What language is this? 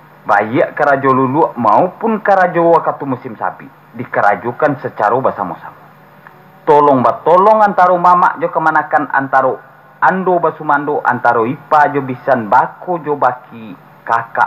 Minangkabau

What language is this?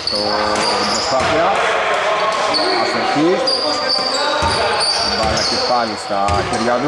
Greek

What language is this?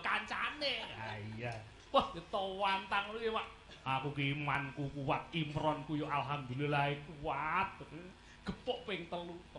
Javanese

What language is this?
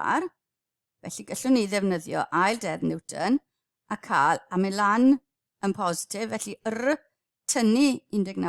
Welsh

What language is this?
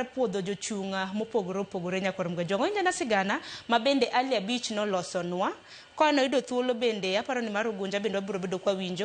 Luo (Kenya and Tanzania)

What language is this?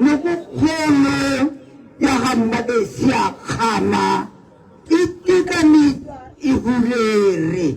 Tswana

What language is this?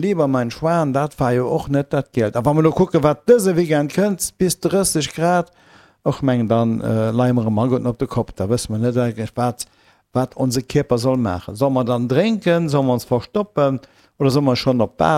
Luxembourgish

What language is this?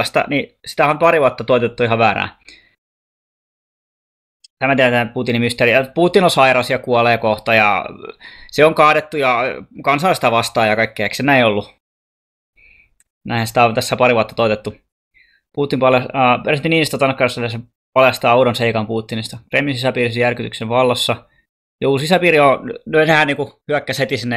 Finnish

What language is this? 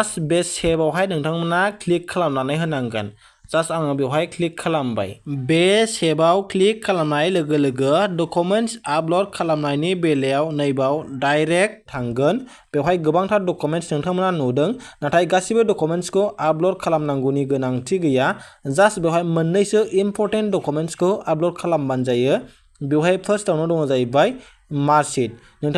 Bodo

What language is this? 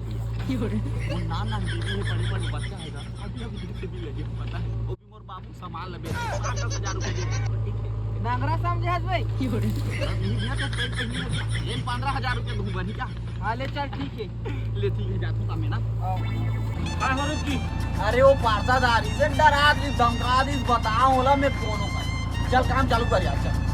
Chhattisgarhi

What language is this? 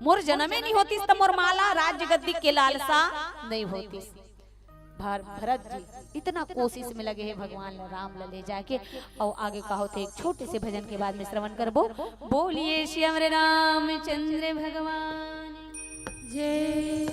Chhattisgarhi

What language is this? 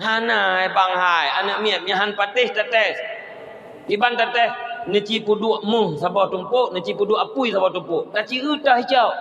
Achinese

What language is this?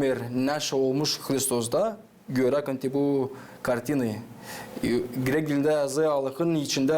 Gagauz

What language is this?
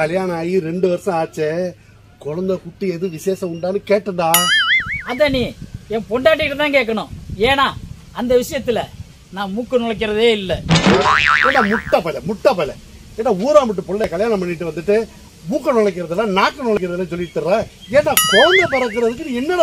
Tamil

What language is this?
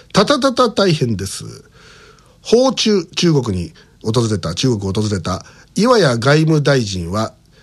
Japanese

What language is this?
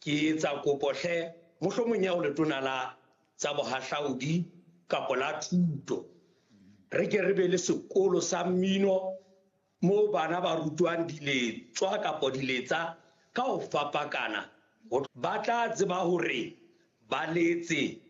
Southern Sotho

